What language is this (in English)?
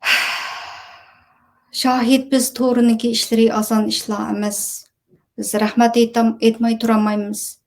Uyghur